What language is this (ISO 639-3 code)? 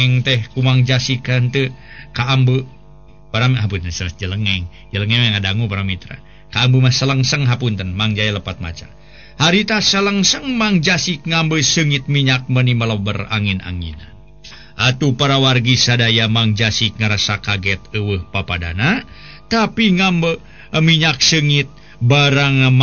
sun